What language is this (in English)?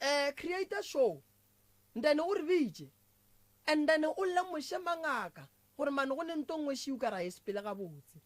Northern Sotho